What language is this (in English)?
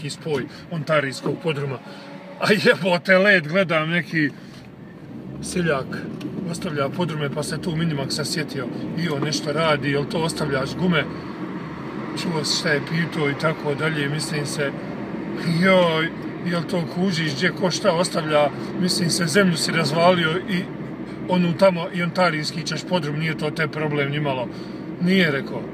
Croatian